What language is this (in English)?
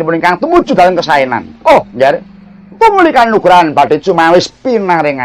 Javanese